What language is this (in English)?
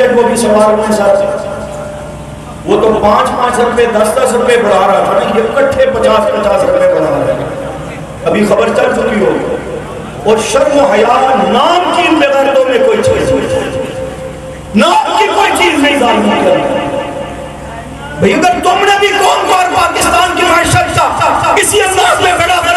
Urdu